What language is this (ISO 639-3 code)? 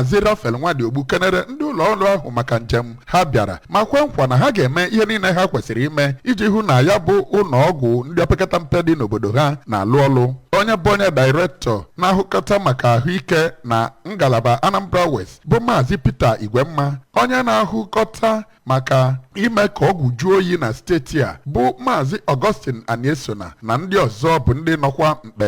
ibo